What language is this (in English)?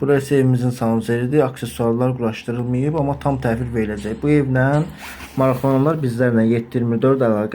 Azerbaijani